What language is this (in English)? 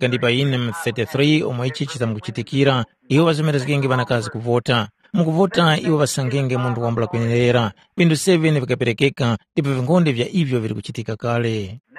Tumbuka